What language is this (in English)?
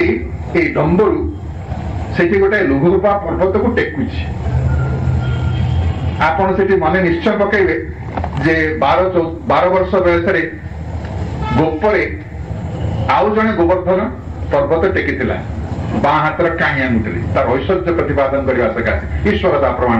Odia